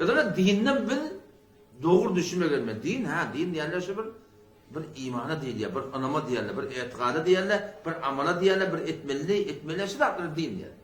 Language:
Turkmen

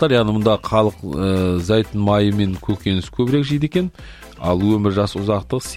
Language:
Kazakh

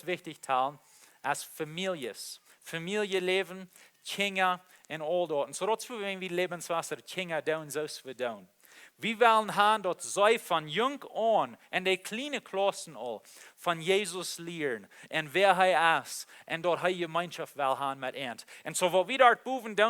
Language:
Plautdietsch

